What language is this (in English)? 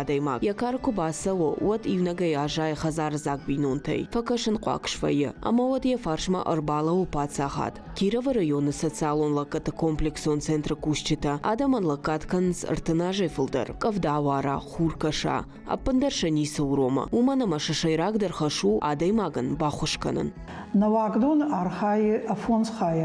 Ossetic